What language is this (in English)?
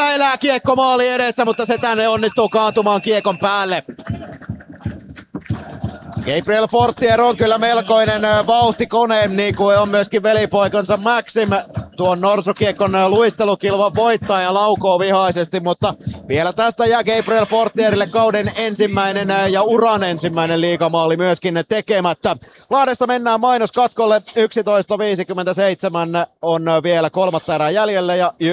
Finnish